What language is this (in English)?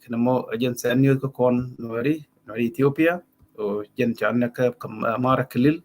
Nuer